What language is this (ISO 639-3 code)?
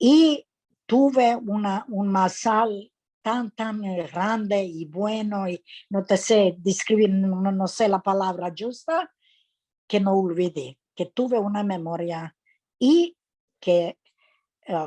lad